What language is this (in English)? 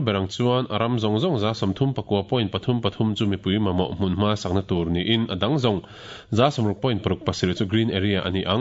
Mizo